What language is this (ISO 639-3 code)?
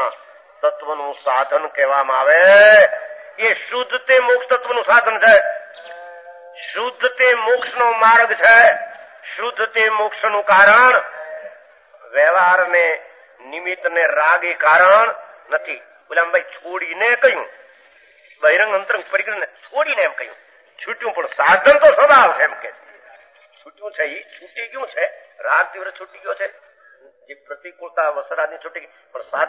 guj